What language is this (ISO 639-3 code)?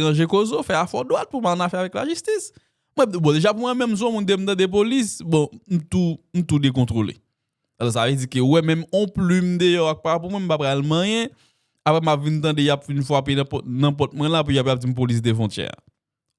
hat